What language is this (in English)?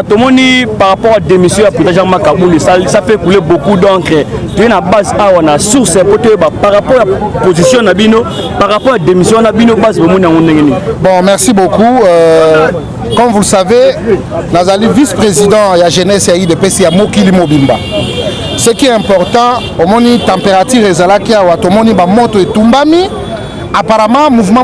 Lingala